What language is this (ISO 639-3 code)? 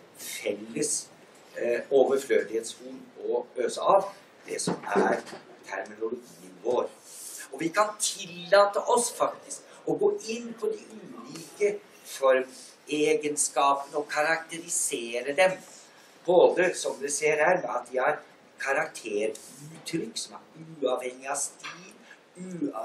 nor